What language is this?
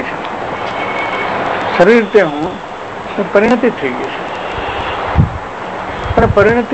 Gujarati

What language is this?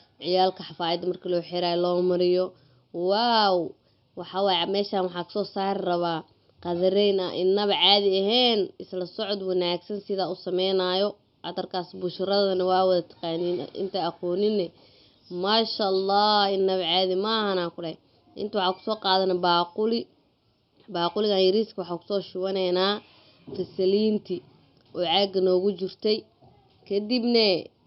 Somali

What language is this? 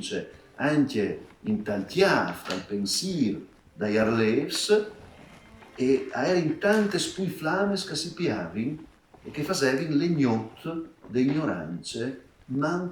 Friulian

